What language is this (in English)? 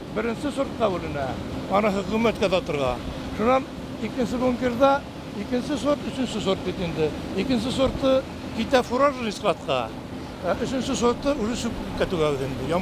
Bashkir